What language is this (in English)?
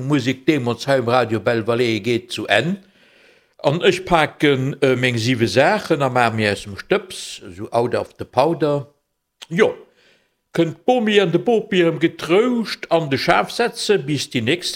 Luxembourgish